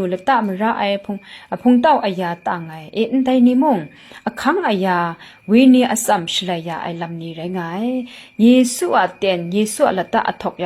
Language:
Kachin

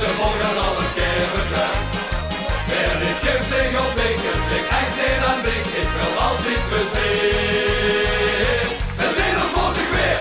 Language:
Limburgish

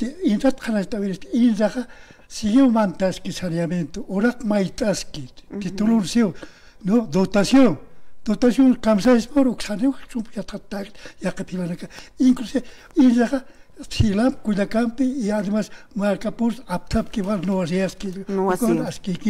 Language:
Aymara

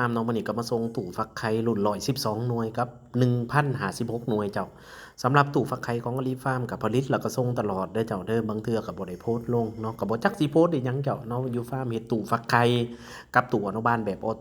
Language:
Lao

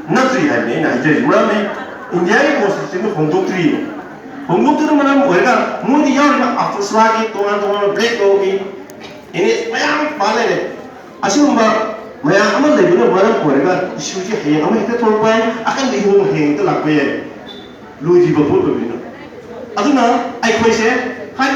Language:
Manipuri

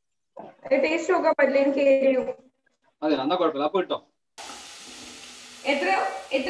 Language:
Malayalam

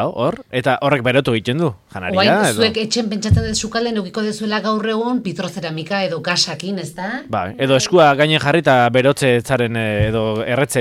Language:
Basque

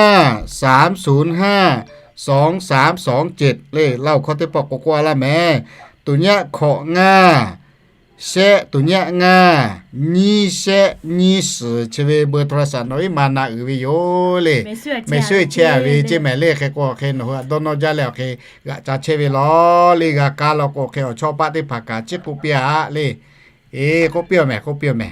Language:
Lahu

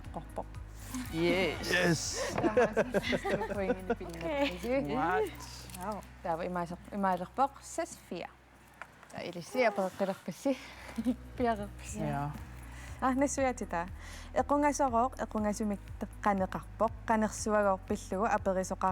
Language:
Kalaallisut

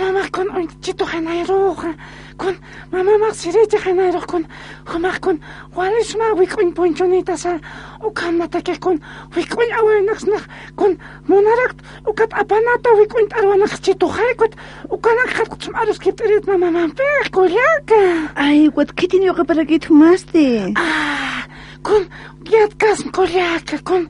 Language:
Aymara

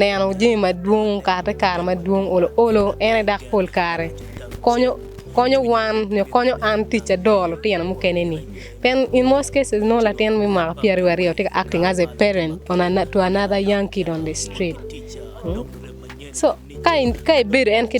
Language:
Acoli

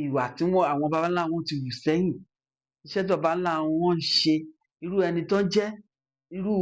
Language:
Yoruba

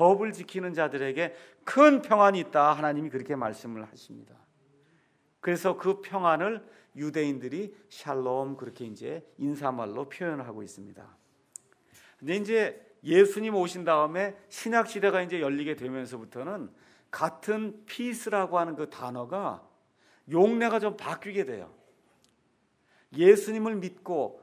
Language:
Korean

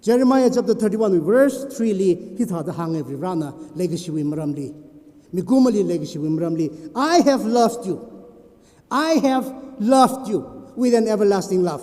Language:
Tangkhul Naga (India)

